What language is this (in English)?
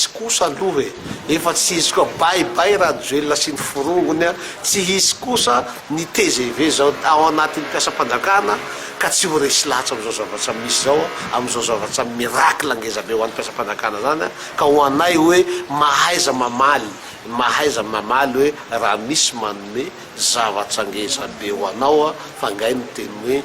Malagasy